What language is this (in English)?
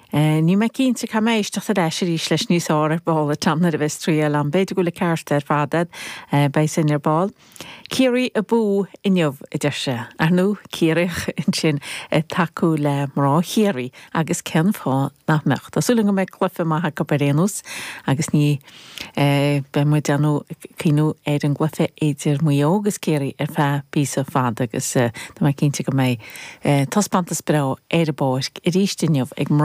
Irish